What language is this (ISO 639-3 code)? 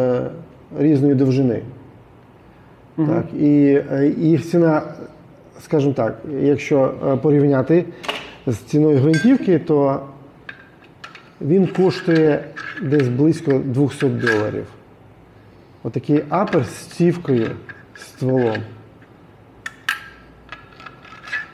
ukr